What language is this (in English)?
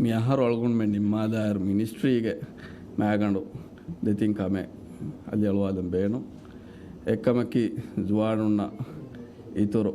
Divehi